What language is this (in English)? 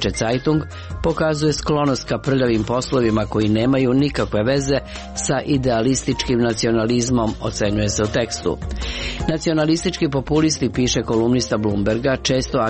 Serbian